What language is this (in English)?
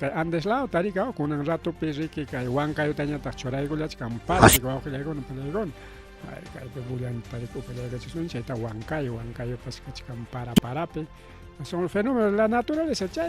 Ayacucho Quechua